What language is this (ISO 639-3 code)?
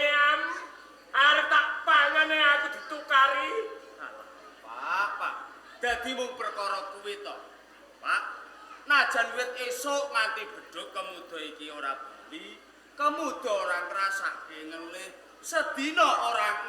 jav